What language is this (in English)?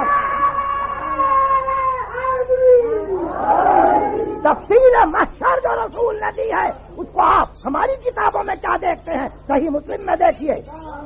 Urdu